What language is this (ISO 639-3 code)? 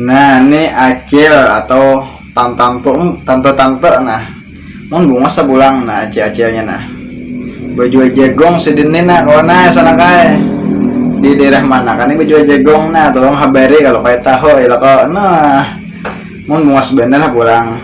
bjn